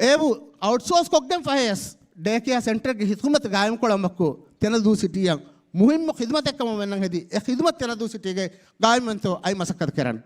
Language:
Divehi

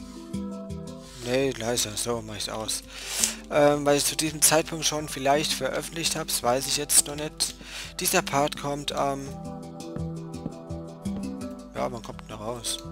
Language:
German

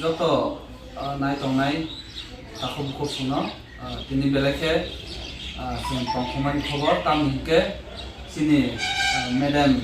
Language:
Kok Borok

